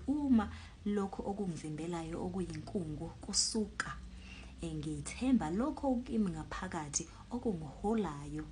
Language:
Zulu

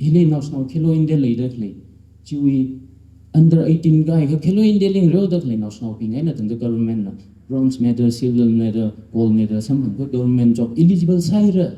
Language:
Tangkhul Naga (India)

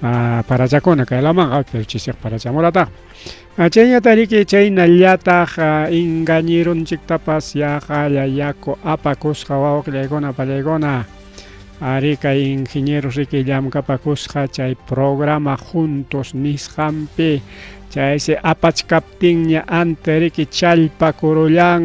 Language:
Ayacucho Quechua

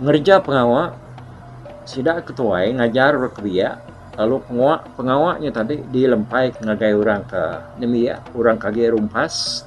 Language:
Iban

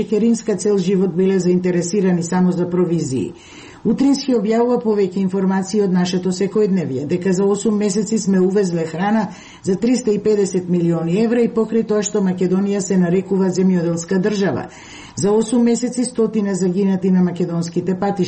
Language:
Macedonian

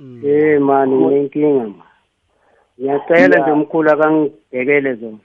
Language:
South Ndebele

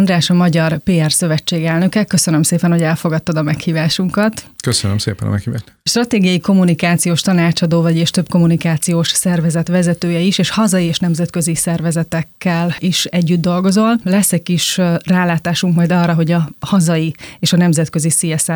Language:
Hungarian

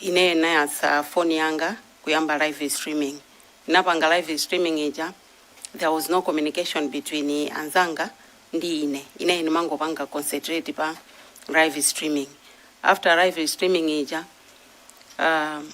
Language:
Nyanja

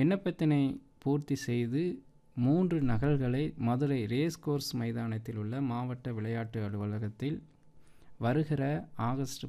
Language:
Tamil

